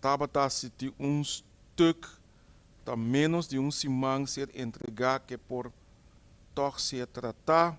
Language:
Papiamento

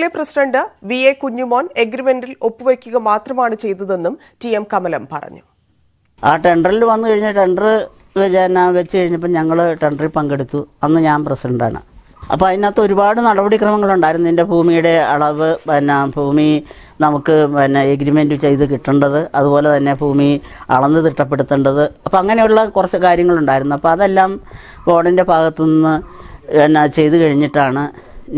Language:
Malayalam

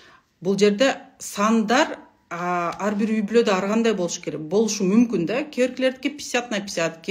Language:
Kyrgyz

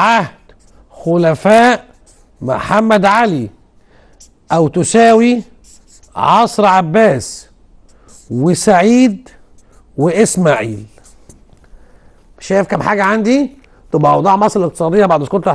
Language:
Egyptian Arabic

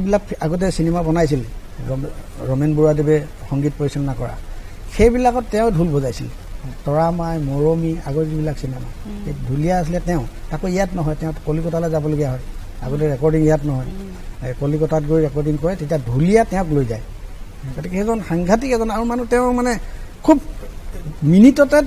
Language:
Assamese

